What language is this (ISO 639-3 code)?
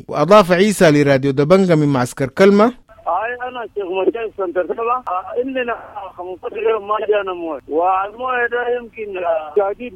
apd